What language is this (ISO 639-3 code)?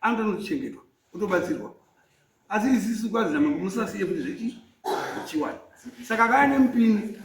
sna